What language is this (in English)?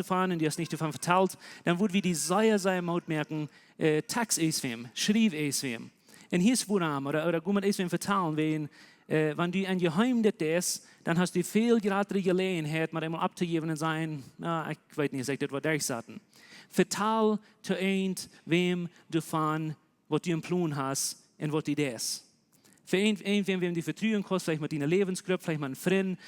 Plautdietsch